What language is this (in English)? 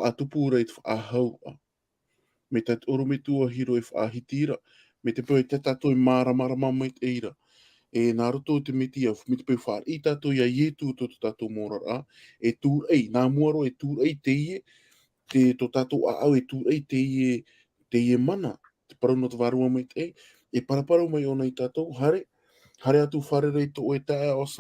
Tahitian